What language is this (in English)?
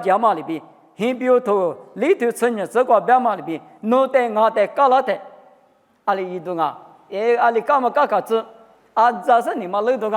Lisu